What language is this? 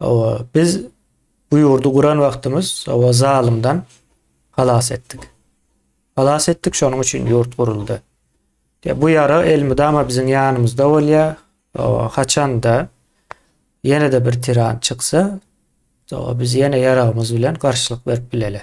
Turkmen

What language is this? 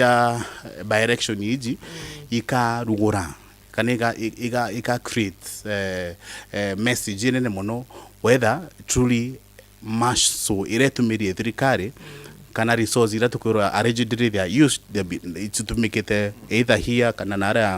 Meru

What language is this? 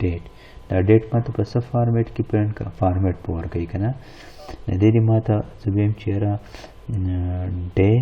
Pashto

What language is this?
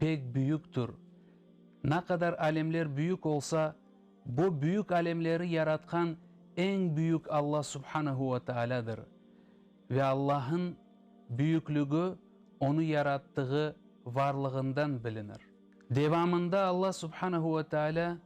Crimean Tatar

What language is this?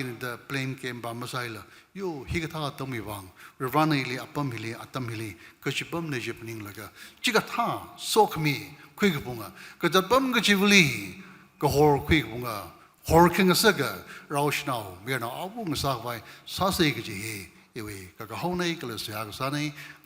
Tangkhul Naga (India)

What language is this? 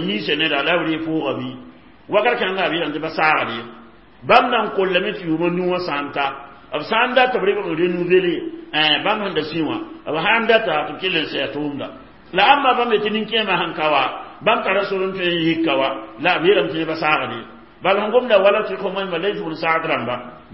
Mossi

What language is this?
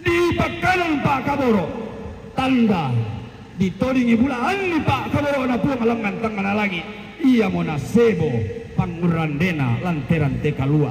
Toraja-Sa'dan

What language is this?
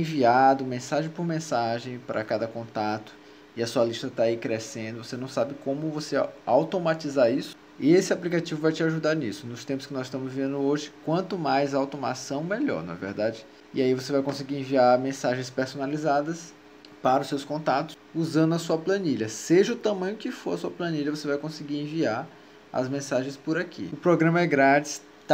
Portuguese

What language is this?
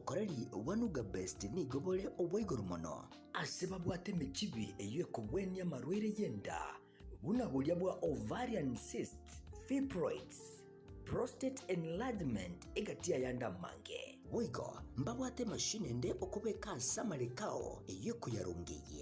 Gusii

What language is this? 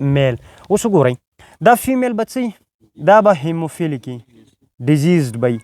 Pashto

